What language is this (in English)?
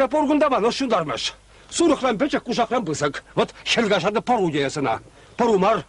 Chuvash